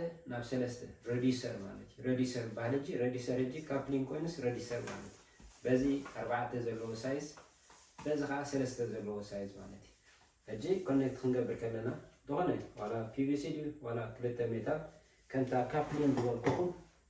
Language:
Tigrinya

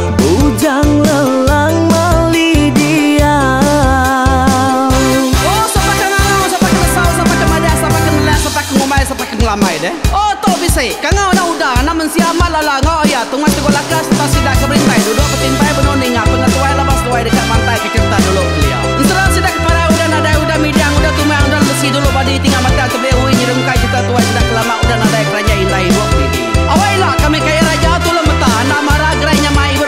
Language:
Iban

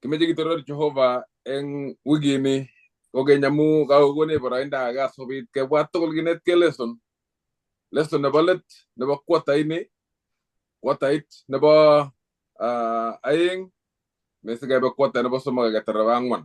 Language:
Kalenjin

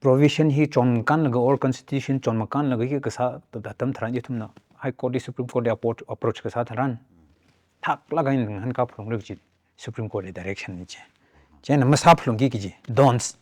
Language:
Tangkhul Naga (India)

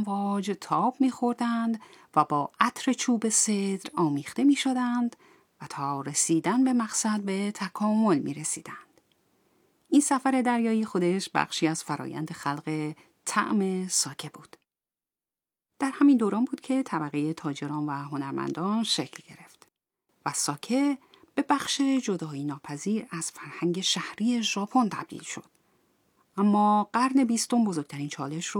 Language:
Persian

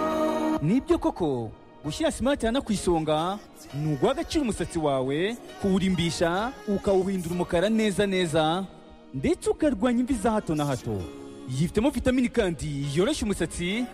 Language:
Kinyarwanda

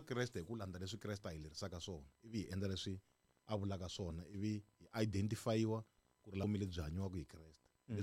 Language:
Tsonga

